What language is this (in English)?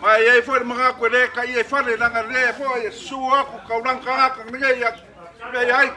Samoan